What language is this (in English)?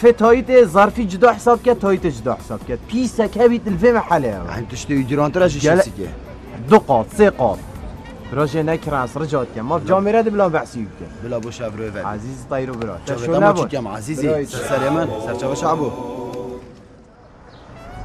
Kurdish